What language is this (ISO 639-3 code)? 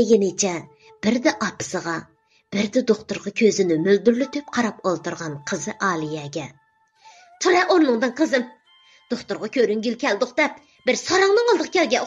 uig